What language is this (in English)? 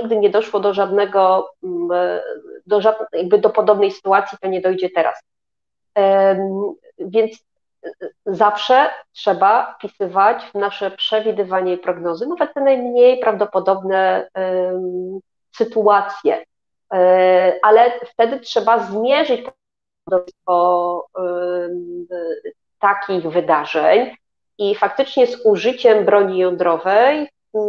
Polish